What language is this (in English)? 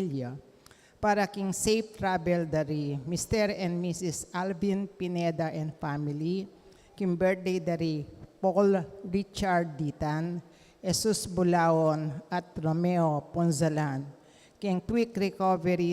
Pampanga